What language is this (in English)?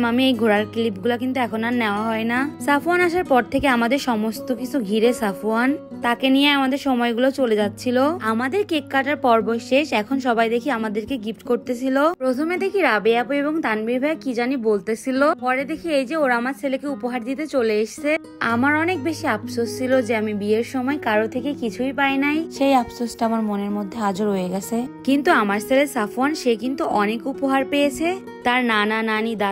Bangla